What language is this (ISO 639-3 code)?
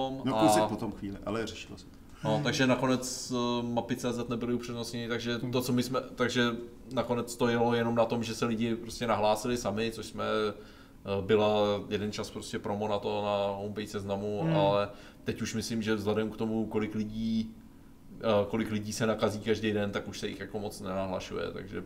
ces